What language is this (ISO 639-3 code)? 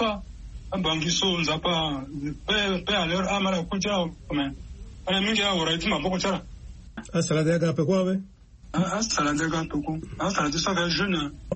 sag